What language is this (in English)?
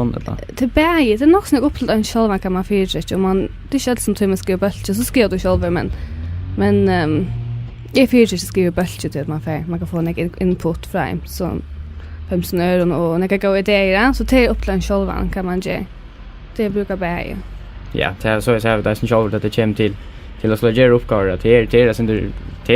Faroese